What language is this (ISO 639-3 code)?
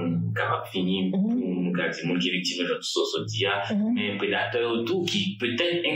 hat